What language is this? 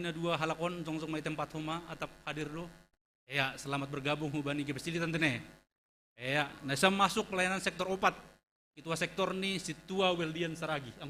Batak Simalungun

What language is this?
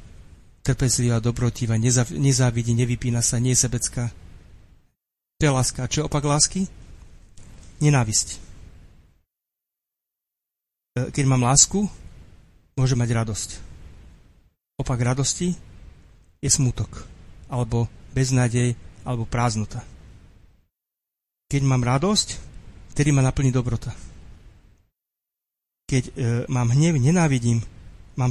Slovak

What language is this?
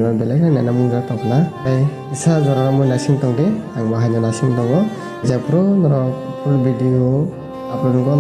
Kok Borok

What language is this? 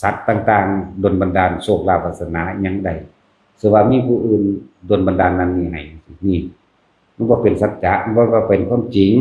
Northeastern Thai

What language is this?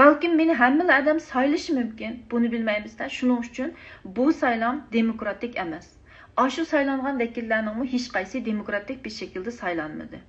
Uyghur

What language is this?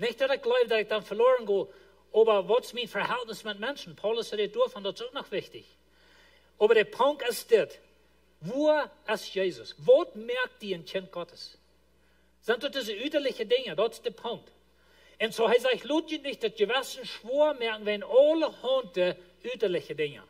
Plautdietsch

